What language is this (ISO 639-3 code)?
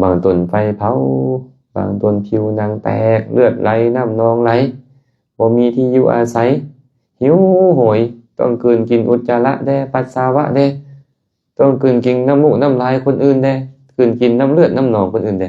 lao